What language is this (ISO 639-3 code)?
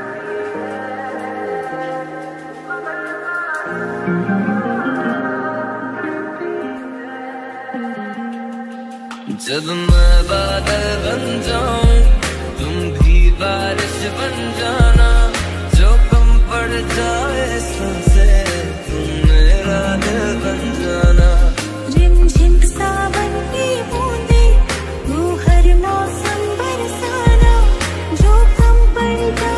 hin